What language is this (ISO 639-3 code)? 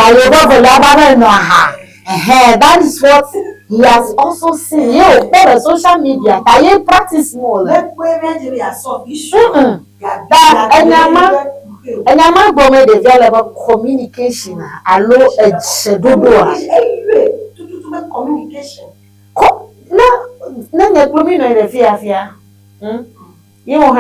ewe